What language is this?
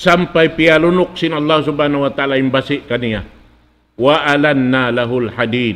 Tausug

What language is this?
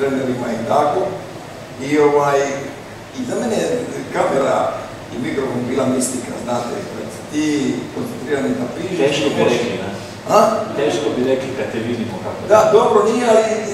Croatian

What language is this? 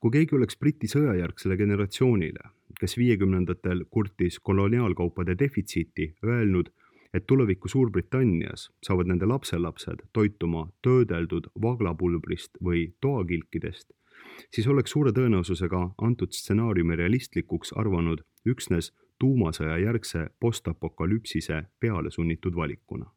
Estonian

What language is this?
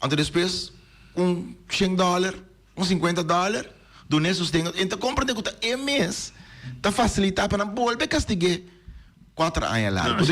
Papiamento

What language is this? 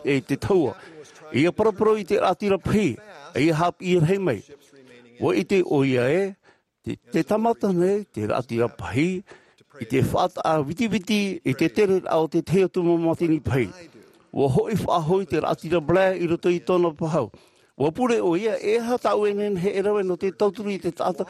Tahitian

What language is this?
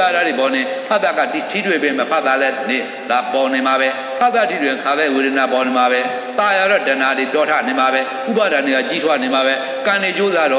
Burmese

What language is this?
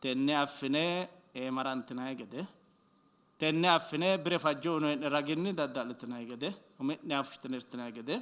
Sidamo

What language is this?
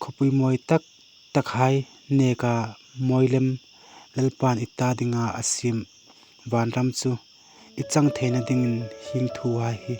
Hmar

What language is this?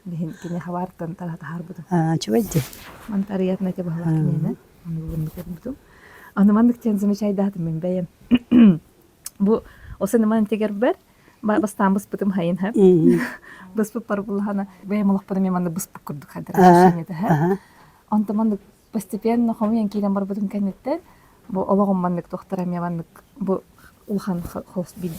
Yakut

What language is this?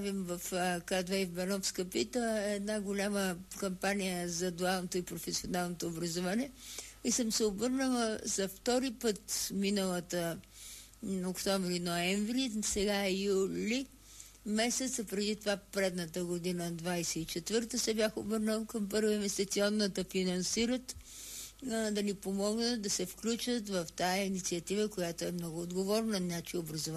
Bulgarian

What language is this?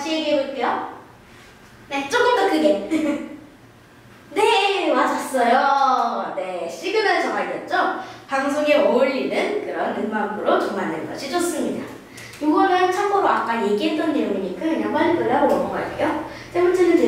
Korean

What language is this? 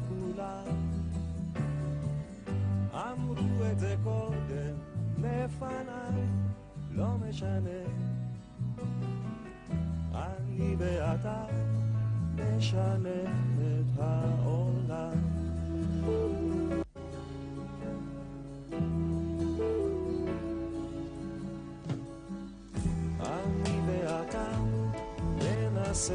Hebrew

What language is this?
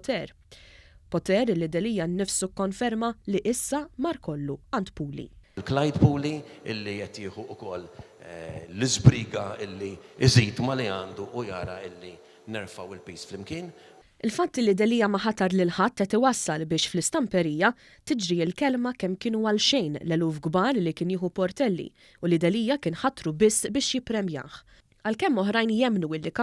Maltese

